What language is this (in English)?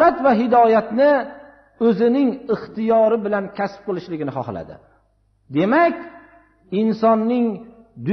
Uzbek